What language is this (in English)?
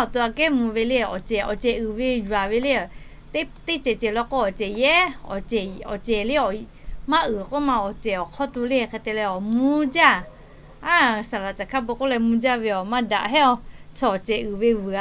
Lahu